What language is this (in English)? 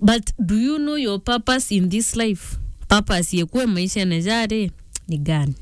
Meru